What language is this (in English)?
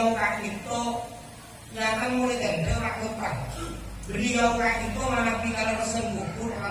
Madurese